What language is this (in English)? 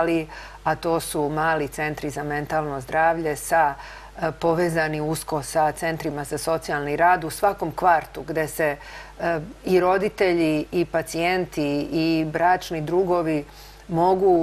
Serbian